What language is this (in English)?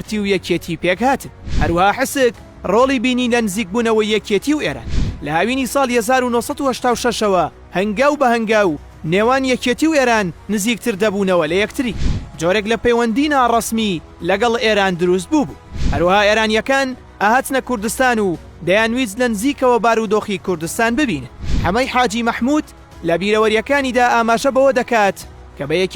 Central Kurdish